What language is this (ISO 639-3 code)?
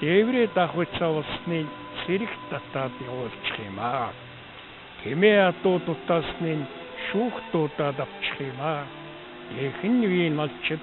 mon